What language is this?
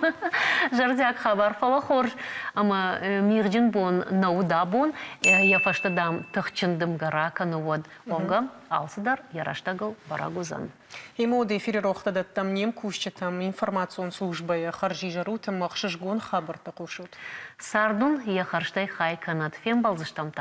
Ossetic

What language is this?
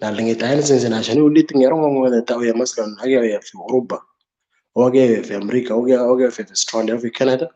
Moro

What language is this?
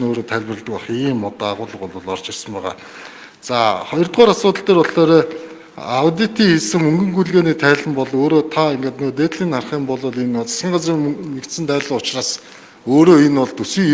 Mongolian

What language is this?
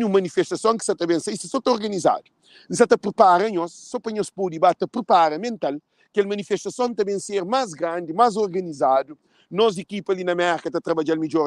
Kabuverdianu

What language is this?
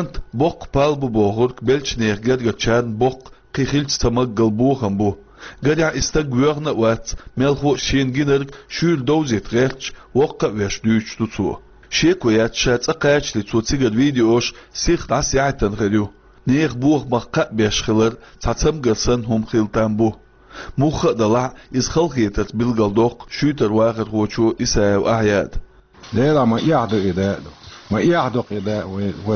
Chechen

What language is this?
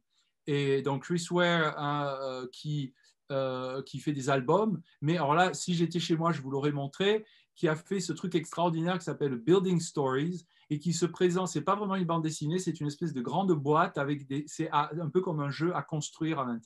French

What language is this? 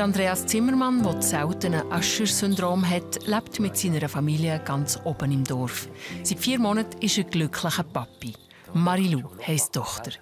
Swiss German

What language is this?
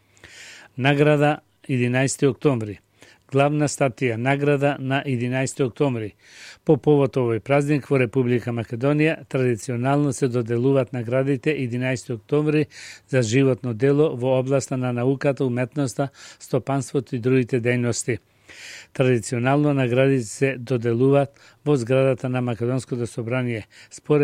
Macedonian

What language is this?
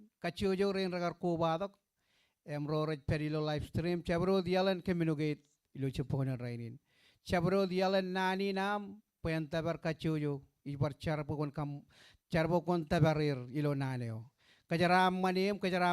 Marshallese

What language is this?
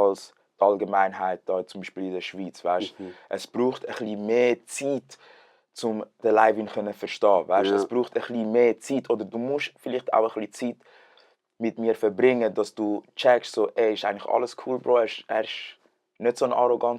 Swiss German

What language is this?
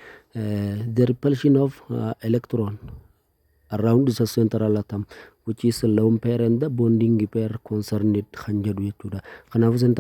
Oromo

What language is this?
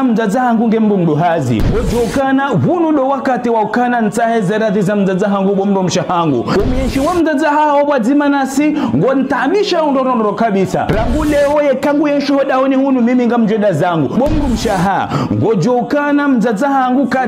Ngazidja Comorian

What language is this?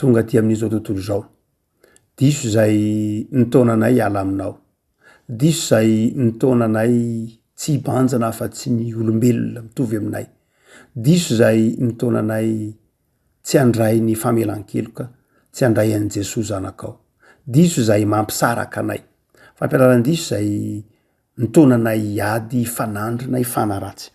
Malagasy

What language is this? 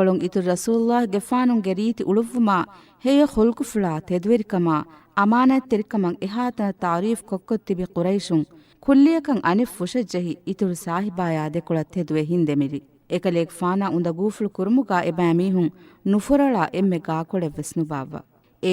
Divehi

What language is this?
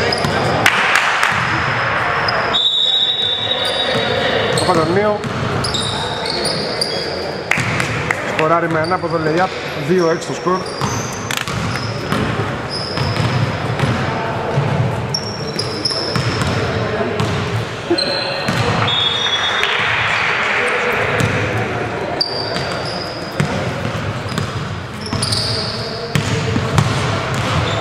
Greek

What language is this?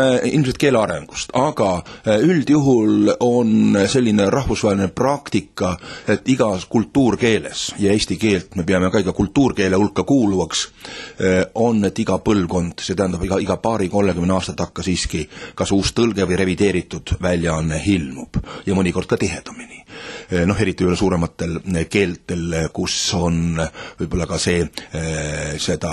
Estonian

